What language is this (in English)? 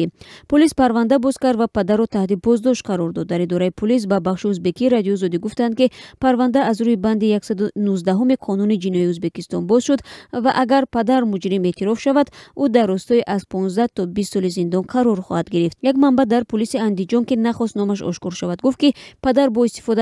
Tajik